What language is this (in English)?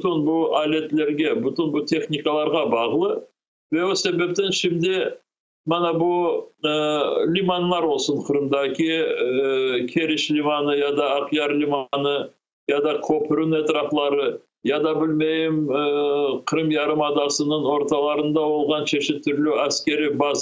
Crimean Tatar